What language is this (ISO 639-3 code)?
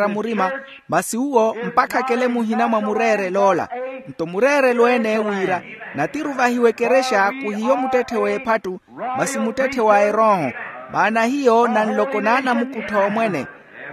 vmw